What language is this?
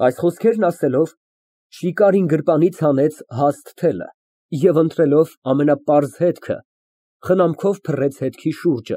Armenian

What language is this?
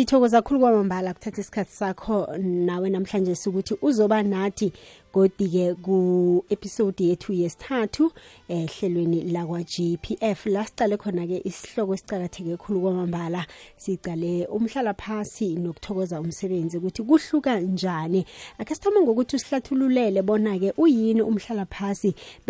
South Ndebele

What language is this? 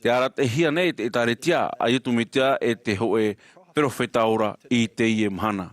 Tahitian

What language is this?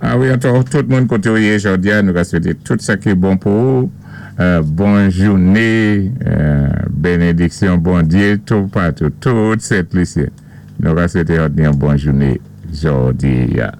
Saint Lucian Creole French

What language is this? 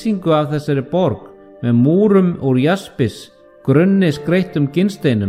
Icelandic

